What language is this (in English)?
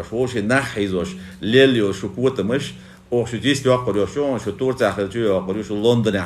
Chechen